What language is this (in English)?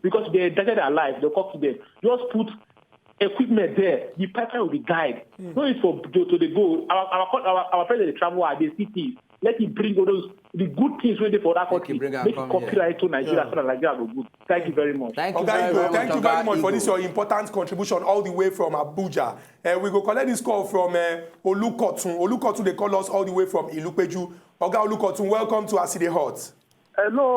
Nigerian Pidgin